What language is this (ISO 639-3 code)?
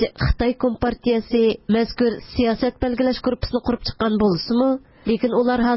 uig